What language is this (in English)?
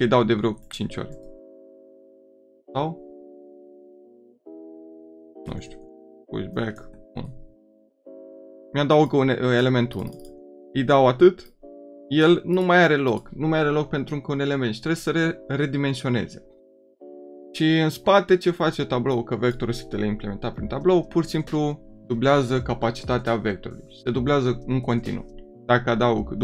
Romanian